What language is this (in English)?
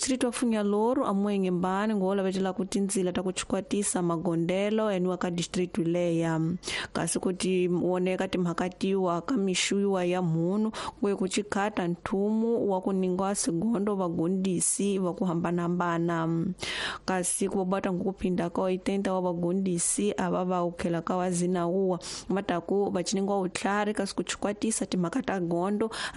Tsonga